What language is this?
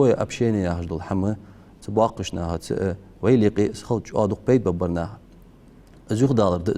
Ingush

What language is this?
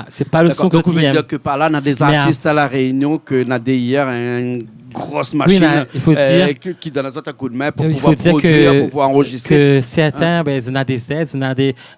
Réunion Creole French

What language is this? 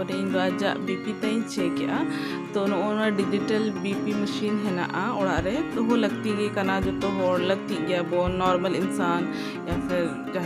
Santali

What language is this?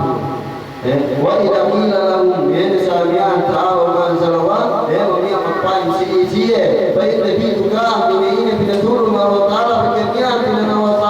Yakan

